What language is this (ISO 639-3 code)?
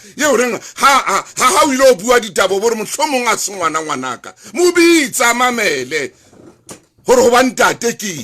sot